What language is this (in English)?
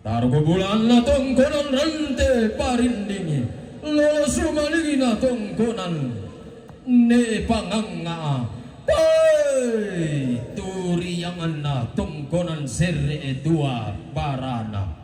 Toraja-Sa'dan